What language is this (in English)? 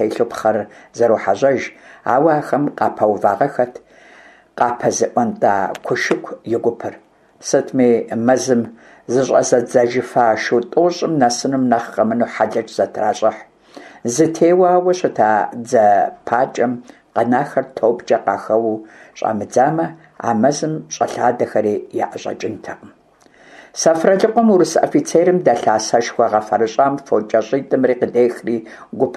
Kabardian